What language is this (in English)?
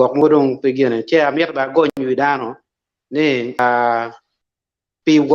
Acoli